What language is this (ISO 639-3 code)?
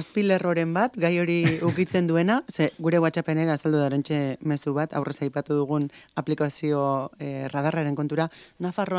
eus